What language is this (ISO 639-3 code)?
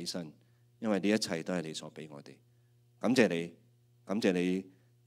yue